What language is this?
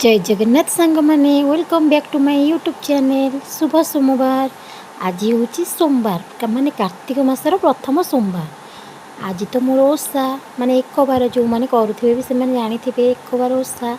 Odia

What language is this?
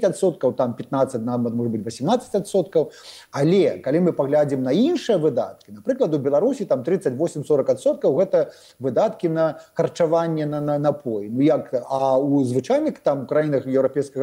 Belarusian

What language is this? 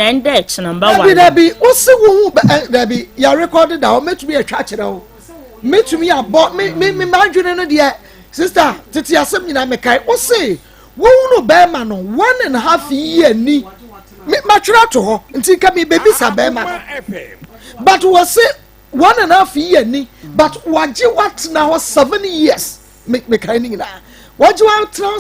Akan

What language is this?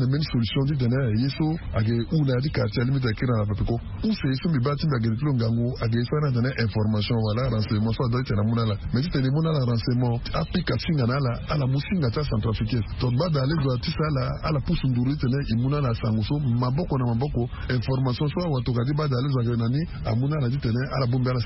Sango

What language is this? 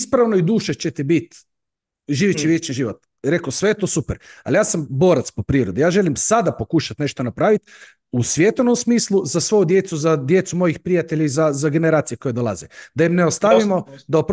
Croatian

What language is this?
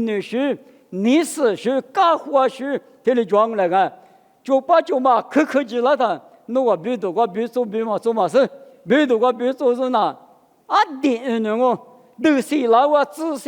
Lisu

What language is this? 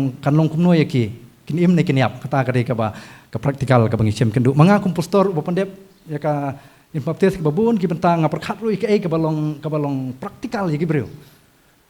Khasi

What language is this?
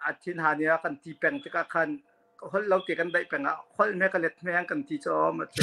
Hakha Chin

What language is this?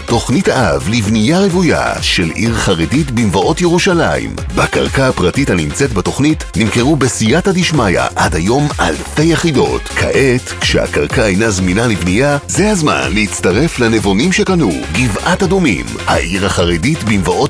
Hebrew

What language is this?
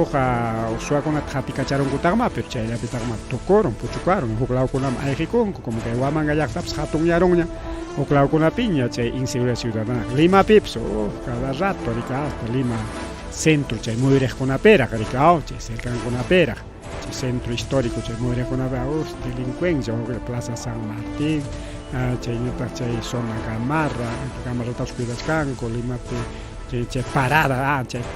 Ayacucho Quechua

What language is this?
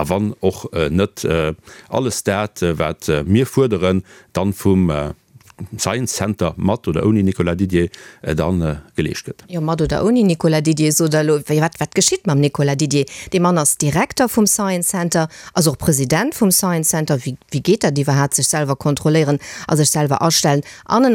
Luxembourgish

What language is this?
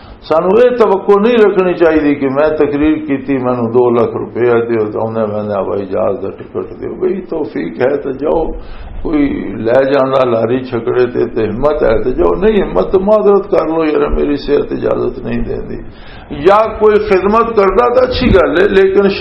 Western Panjabi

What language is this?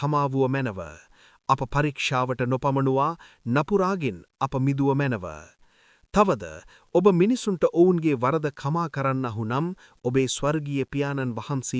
Sinhala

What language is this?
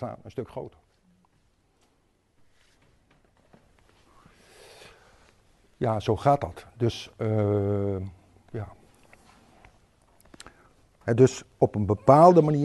Dutch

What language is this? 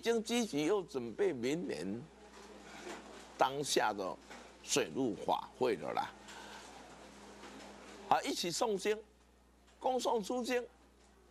Chinese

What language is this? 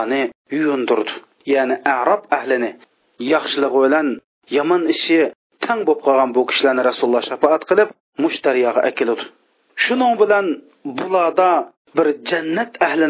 Uyghur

